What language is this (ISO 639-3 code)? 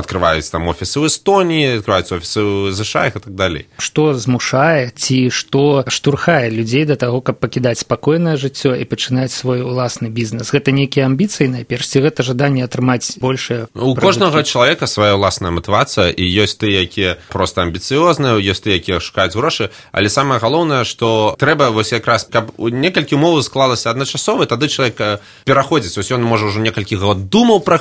bel